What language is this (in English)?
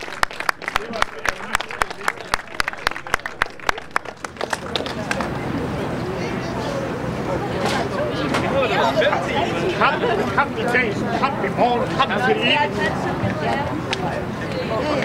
Danish